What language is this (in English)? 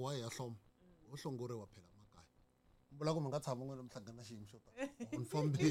Tsonga